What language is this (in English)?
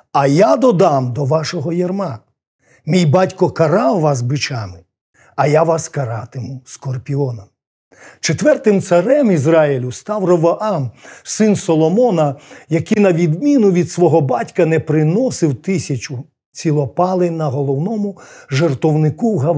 Ukrainian